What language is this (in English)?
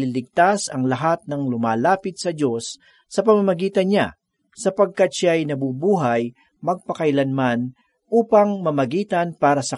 Filipino